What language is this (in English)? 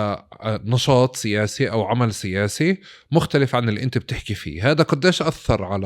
North Levantine Arabic